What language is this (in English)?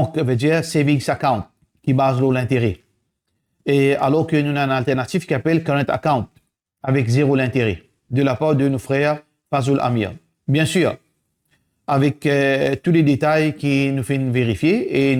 Morisyen